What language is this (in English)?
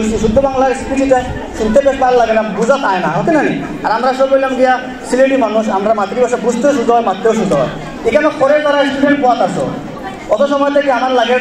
Sylheti